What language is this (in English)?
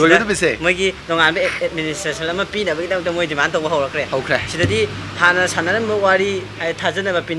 Manipuri